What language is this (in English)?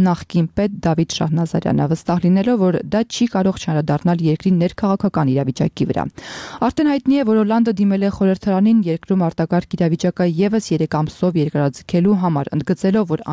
Armenian